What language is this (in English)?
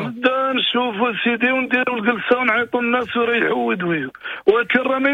Moroccan Arabic